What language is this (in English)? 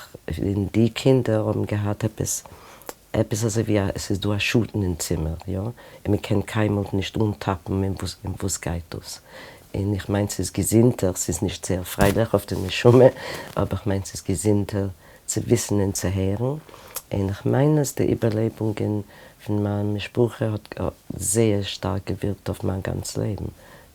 Yiddish